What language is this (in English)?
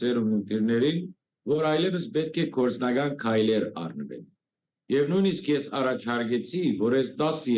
Western Armenian